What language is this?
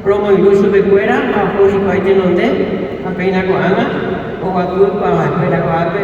Guarani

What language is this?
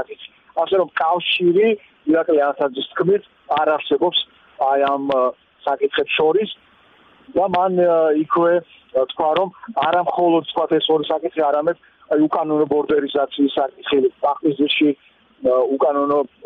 Georgian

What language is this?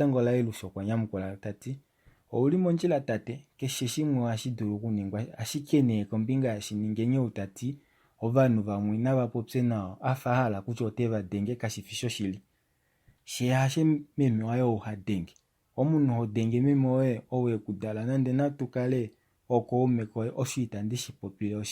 Kuanyama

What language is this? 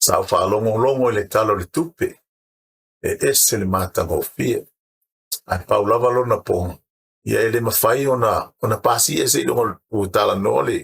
Samoan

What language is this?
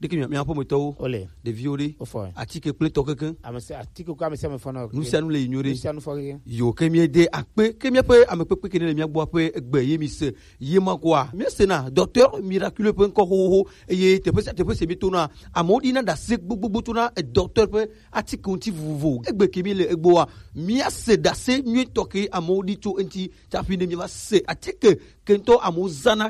Gen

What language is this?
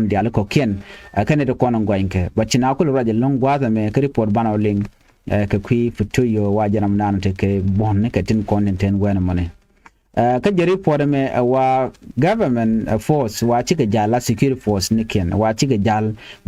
Nuer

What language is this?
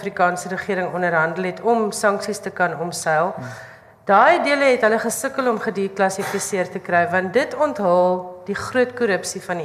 Afrikaans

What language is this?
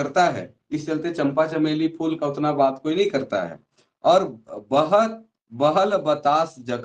Sadri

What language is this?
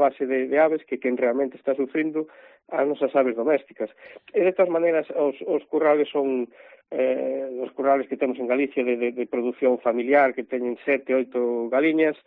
Galician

